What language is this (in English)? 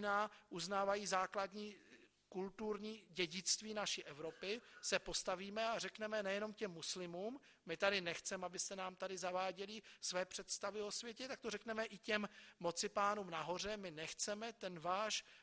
Czech